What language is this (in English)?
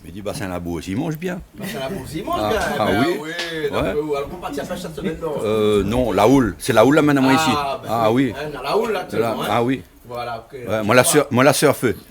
Réunion Creole French